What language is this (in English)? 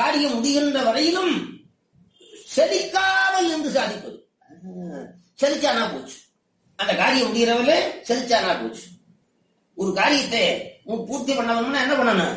Tamil